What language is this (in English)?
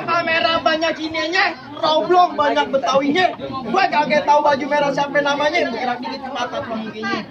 Betawi